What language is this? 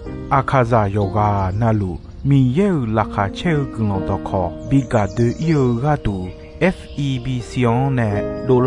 Akha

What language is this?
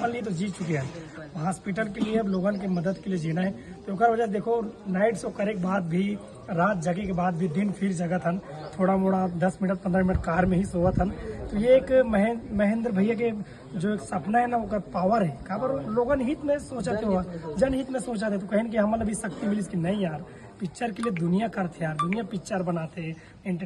Chhattisgarhi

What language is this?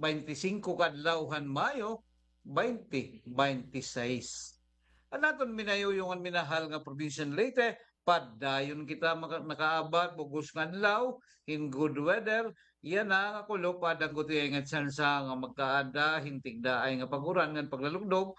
Waray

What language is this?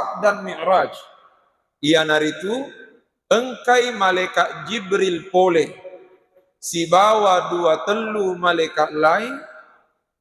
Buginese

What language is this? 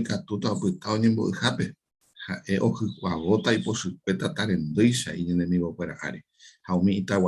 Guarani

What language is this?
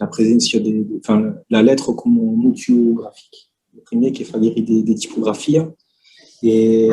Occitan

